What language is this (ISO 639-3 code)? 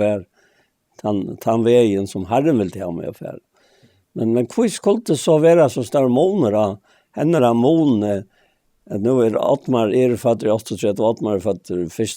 fao